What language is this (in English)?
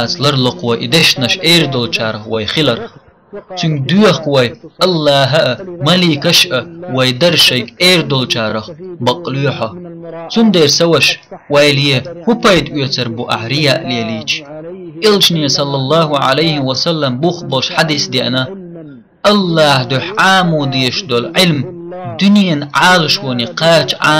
Chechen